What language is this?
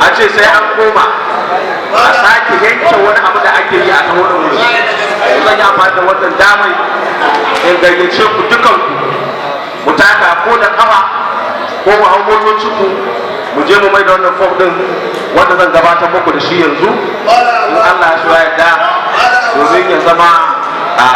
Hausa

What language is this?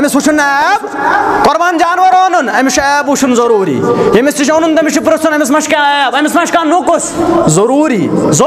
Kashmiri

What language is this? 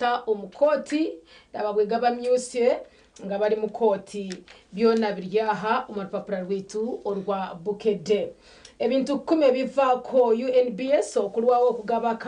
Nyankole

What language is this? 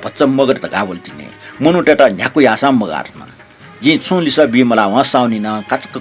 Newari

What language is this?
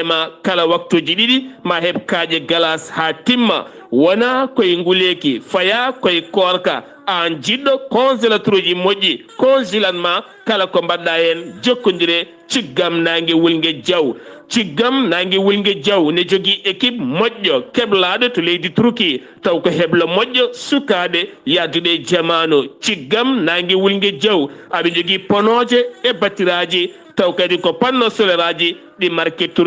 Fula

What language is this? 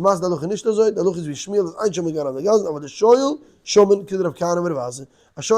Yiddish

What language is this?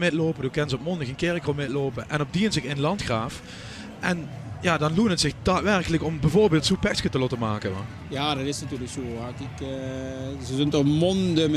Limburgish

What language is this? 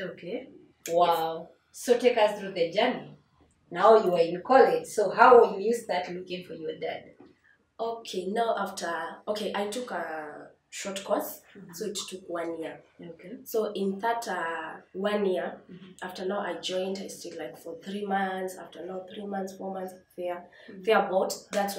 English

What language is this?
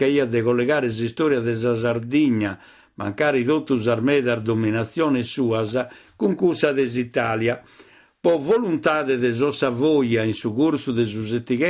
Sardinian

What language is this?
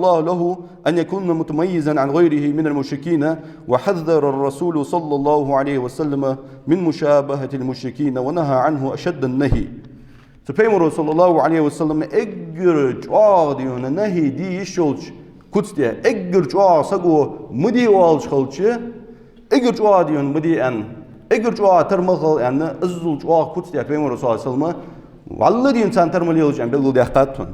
Ingush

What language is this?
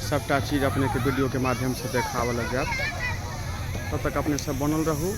Maithili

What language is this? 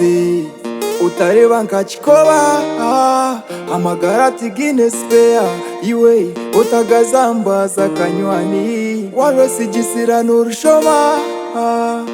Nyankole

